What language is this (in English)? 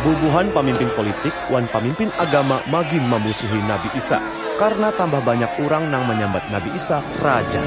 Banjar